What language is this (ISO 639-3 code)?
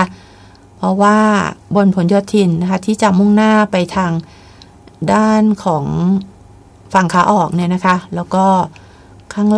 tha